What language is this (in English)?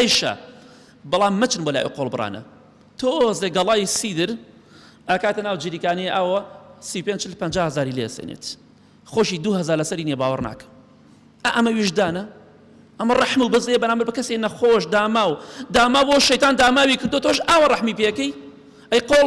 Central Kurdish